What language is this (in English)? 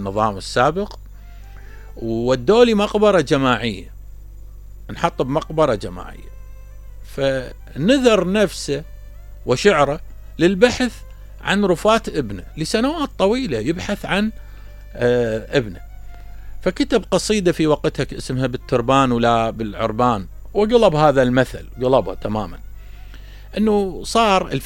Mesopotamian Arabic